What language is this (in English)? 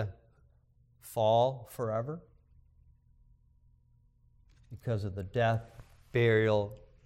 English